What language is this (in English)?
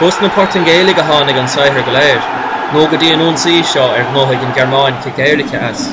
Irish